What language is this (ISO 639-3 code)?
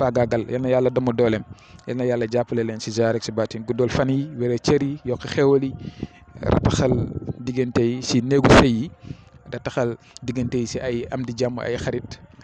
wol